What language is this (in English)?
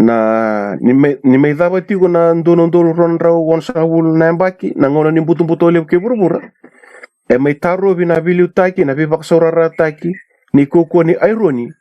Fijian